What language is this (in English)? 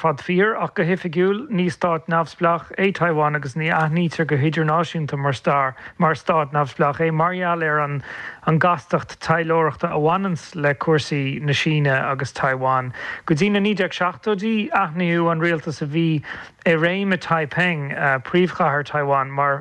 Irish